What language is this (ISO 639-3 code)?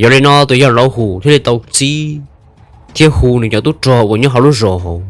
hmn